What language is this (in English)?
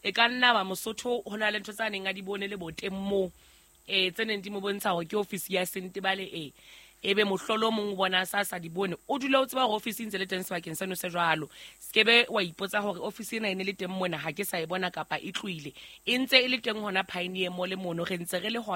Southern Sotho